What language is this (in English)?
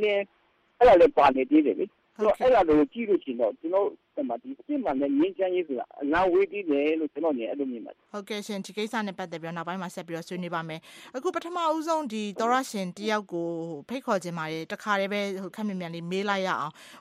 Burmese